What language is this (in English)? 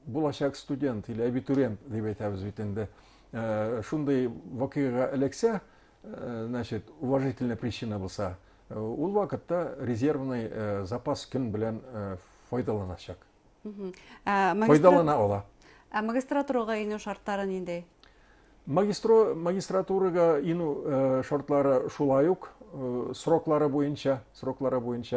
Bashkir